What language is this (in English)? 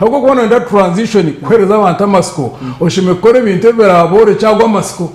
Nyankole